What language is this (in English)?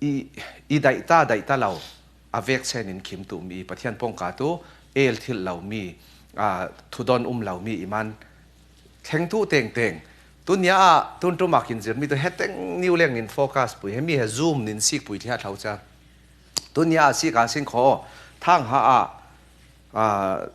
Falam Chin